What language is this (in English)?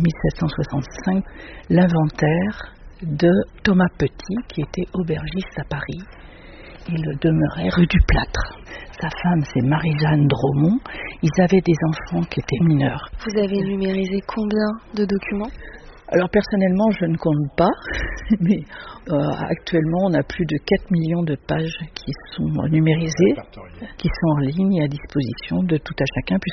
French